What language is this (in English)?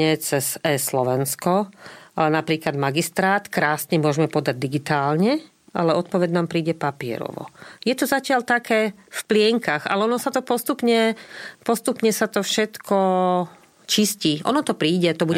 Slovak